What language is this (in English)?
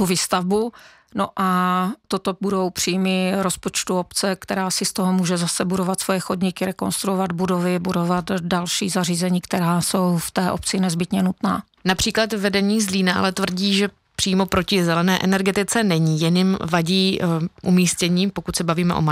Czech